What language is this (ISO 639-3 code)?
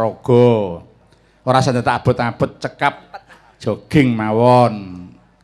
jav